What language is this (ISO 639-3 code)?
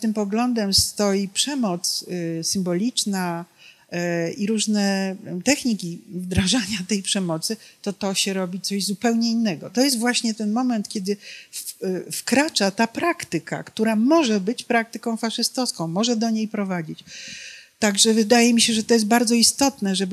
pol